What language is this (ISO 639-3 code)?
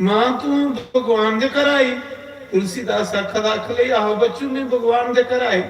doi